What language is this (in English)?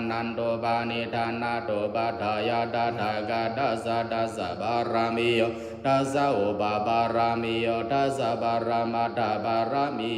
Pali